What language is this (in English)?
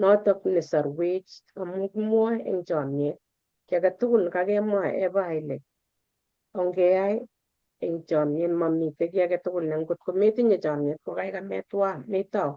Kalenjin